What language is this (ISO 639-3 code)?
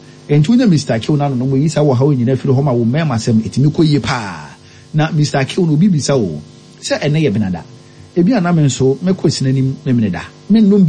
aka